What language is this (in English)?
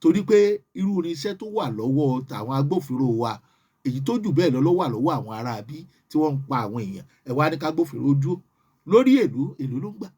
Yoruba